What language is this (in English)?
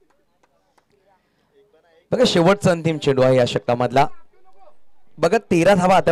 Marathi